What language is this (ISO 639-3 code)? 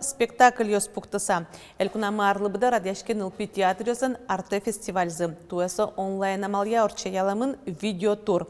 udm